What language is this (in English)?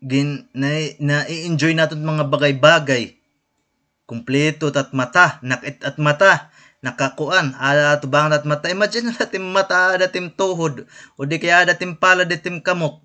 Waray